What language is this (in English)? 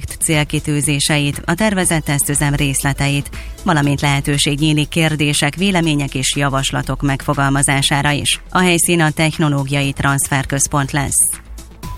Hungarian